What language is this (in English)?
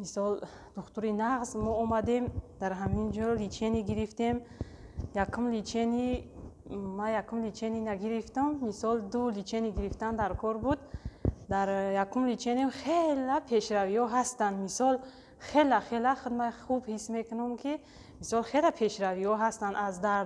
Tajik